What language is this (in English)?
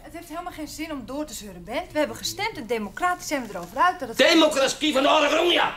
Western Frisian